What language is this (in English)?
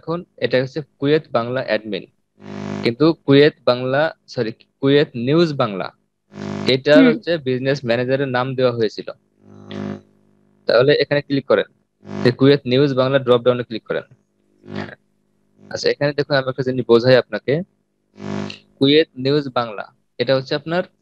Bangla